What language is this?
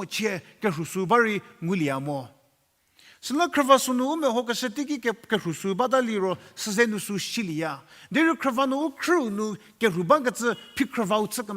Angami Naga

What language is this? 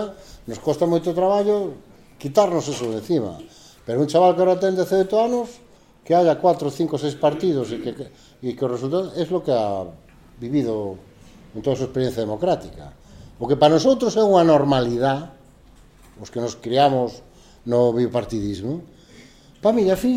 Galician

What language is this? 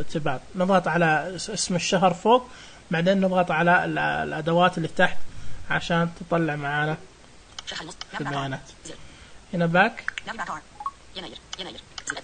Najdi Arabic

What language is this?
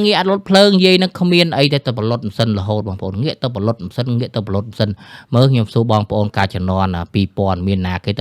Khmer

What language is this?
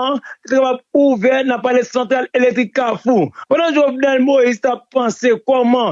Haitian Creole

